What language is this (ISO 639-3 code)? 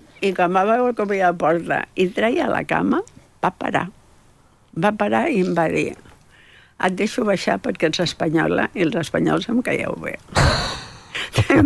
cat